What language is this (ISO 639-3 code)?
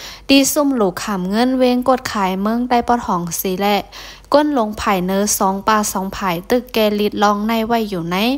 lao